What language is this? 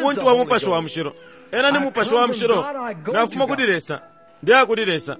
Bemba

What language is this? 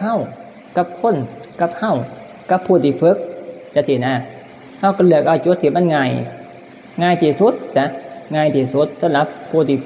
Northeastern Thai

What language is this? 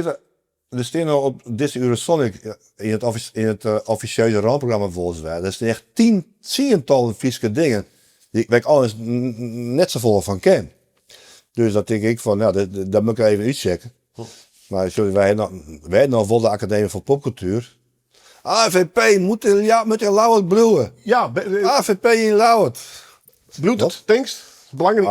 Western Frisian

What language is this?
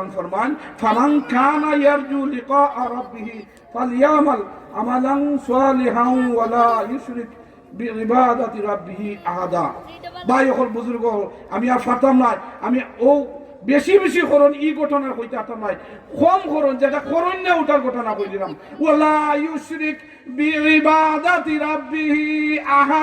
Sylheti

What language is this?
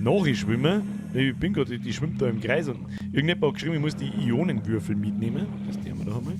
Bavarian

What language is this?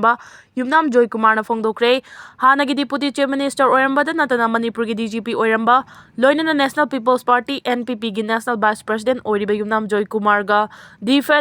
Manipuri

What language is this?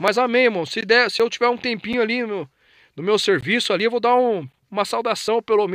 Portuguese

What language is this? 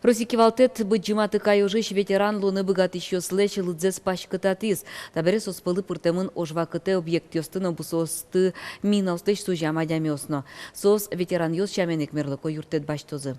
Udmurt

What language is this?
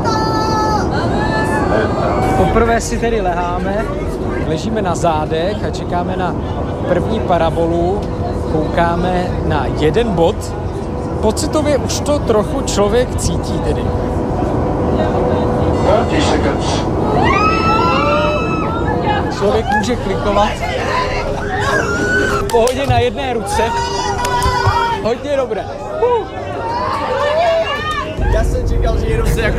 Czech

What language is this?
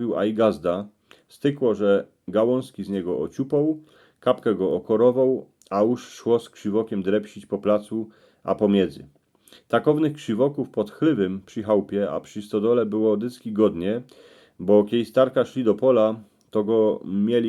Silesian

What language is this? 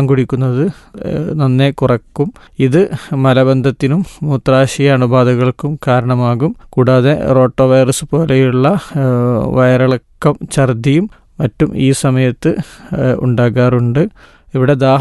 Malayalam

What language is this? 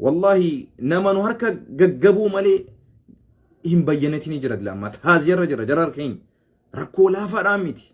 Oromo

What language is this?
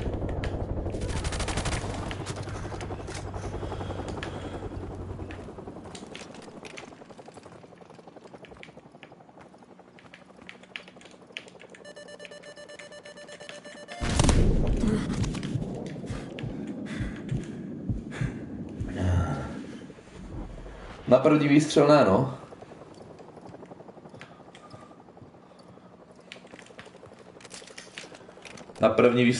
Czech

